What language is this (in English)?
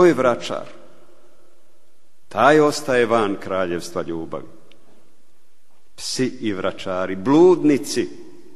Croatian